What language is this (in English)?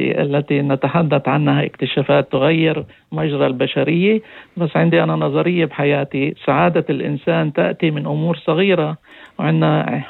North Levantine Arabic